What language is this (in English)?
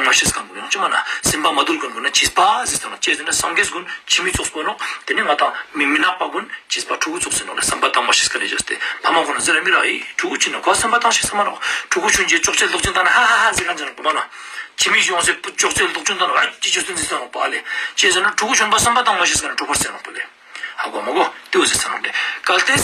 Ladakhi